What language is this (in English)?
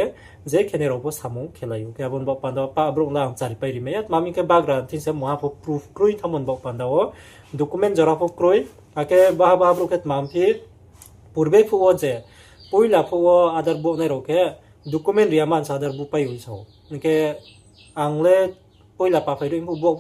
Riang (India)